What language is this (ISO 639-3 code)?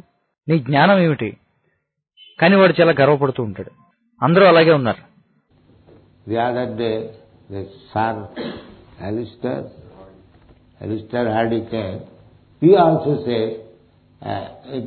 tel